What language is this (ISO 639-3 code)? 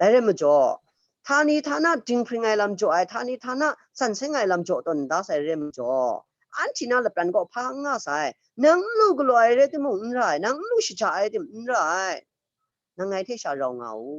kac